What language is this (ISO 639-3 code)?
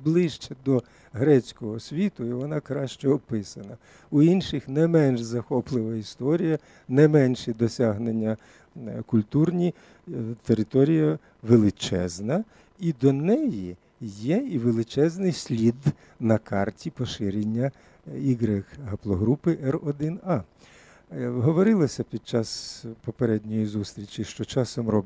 ukr